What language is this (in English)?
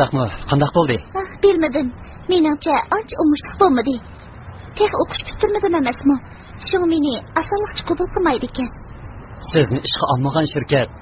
Uyghur